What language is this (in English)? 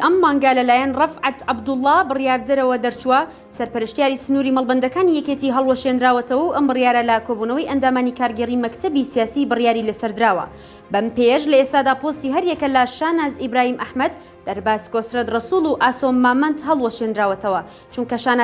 Central Kurdish